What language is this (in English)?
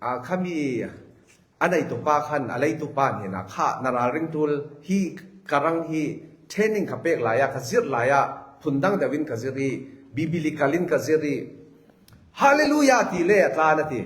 Falam Chin